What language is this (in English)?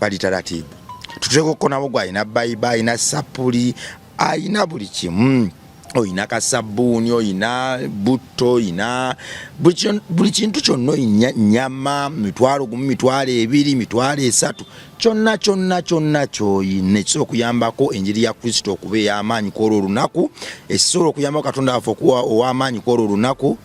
Ganda